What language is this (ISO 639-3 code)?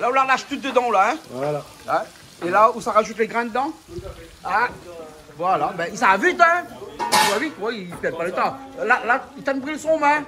rcf